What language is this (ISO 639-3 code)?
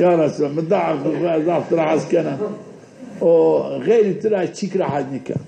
zza